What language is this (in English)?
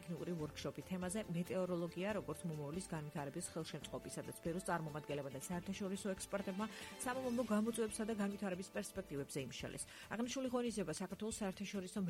Georgian